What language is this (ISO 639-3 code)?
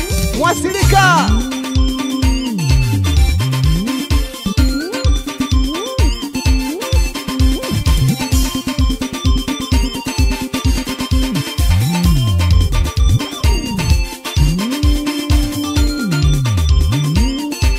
swa